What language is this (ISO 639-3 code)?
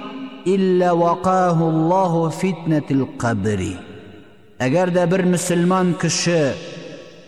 tat